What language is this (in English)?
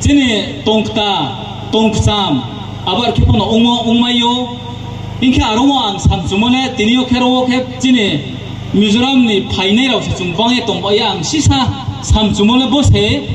Riang (India)